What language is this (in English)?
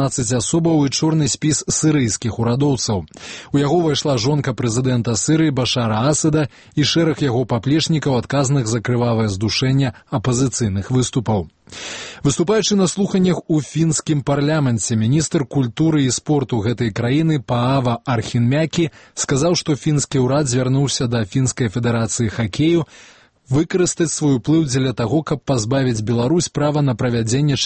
Belarusian